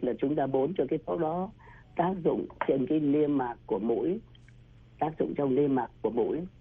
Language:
Vietnamese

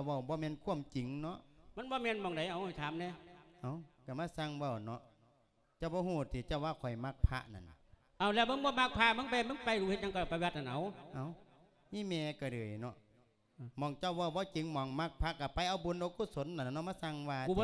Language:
Lao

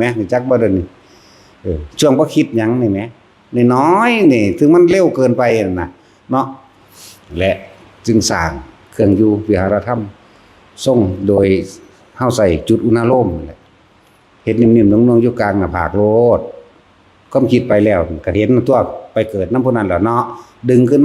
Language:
Northeastern Thai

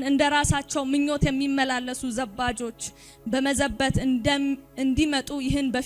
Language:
Amharic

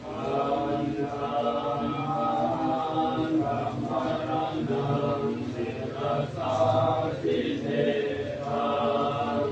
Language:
Pali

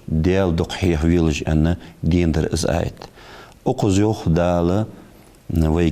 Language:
Ingush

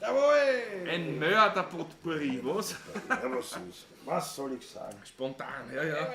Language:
Bavarian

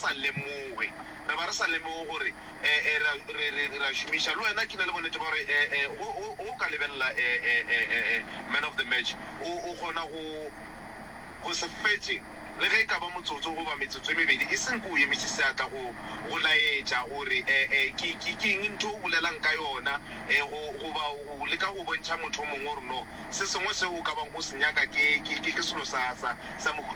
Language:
Northern Sotho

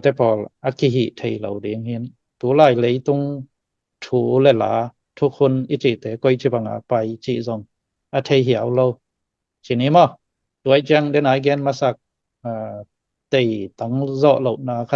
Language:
Tedim Chin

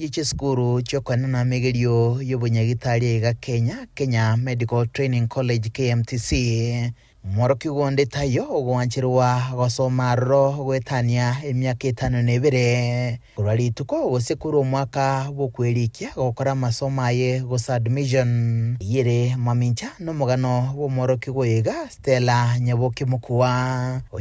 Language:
Gusii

